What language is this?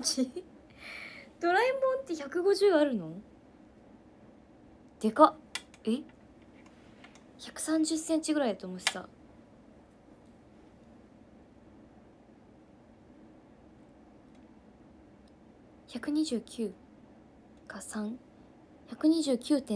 Japanese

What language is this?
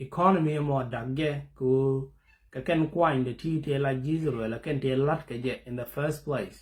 Nuer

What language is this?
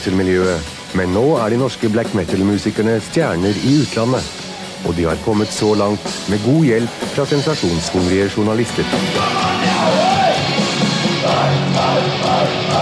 Norwegian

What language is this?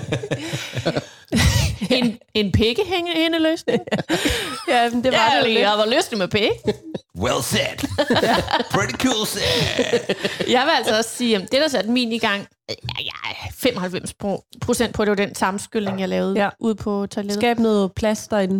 Danish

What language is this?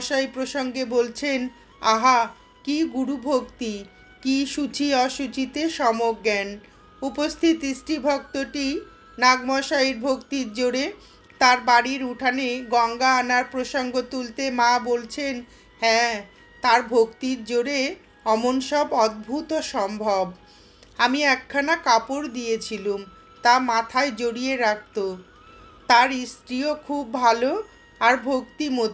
Bangla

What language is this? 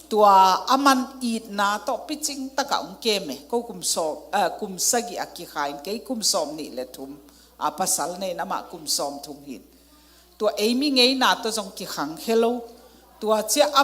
Tedim Chin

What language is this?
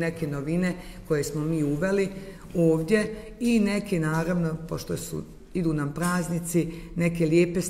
Serbian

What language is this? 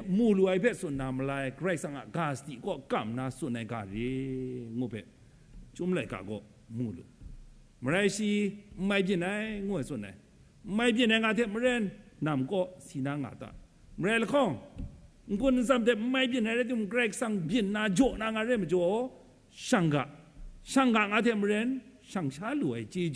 Kachin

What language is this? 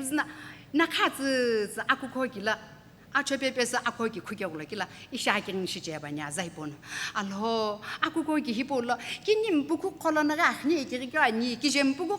Sumi Naga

